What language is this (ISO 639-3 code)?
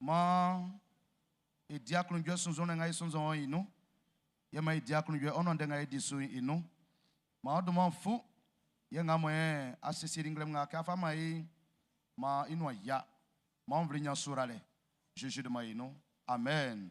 bci